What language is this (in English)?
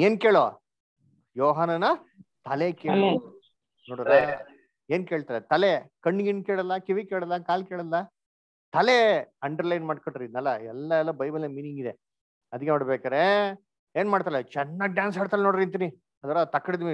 Kannada